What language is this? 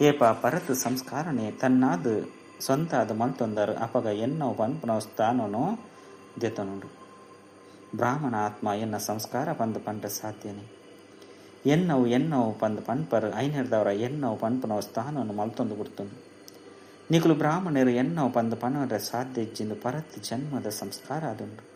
Tulu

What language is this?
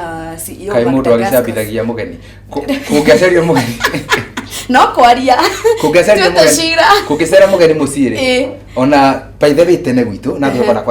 Kikuyu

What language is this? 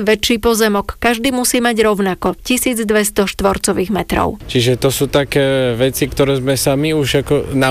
Slovak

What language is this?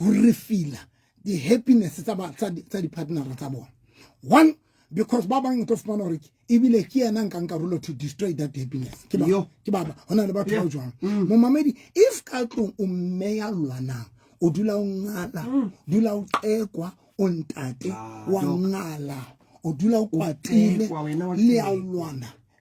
Southern Sotho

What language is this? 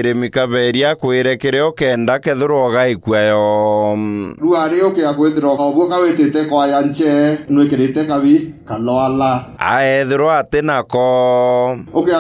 Meru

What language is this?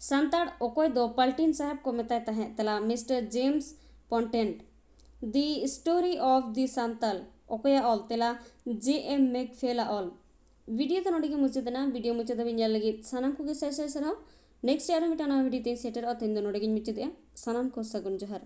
Santali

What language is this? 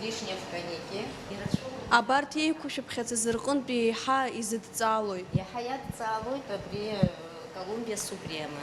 Abkhazian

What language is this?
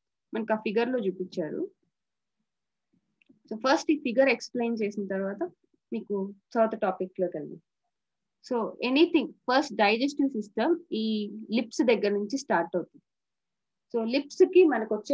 Telugu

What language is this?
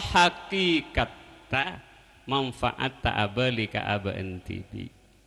Madurese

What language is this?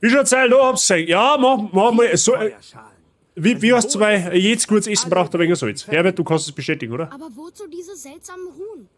Bavarian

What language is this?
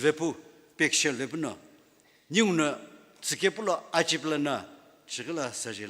Sumi Naga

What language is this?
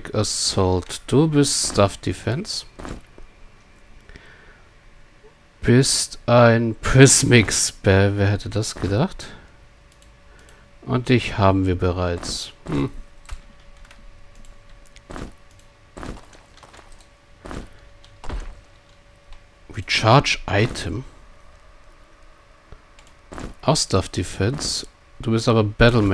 German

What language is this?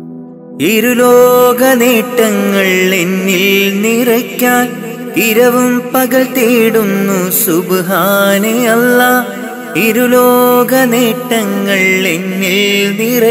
Malayalam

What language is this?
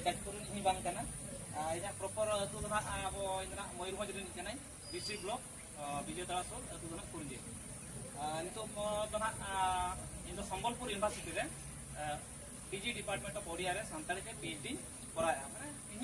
Santali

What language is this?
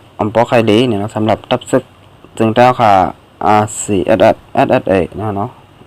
Shan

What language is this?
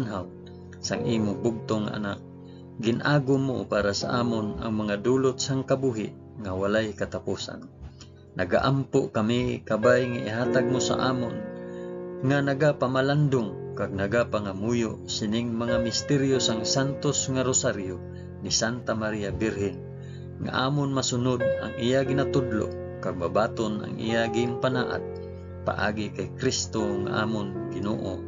Hiligaynon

